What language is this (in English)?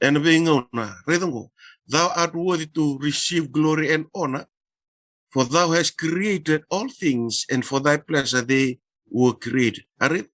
Fijian